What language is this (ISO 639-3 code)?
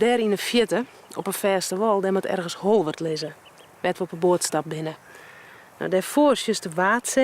fry